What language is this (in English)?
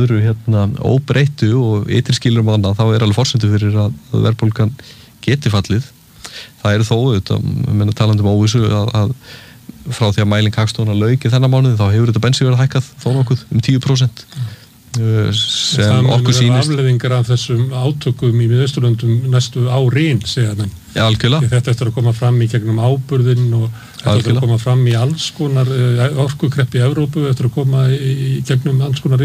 Icelandic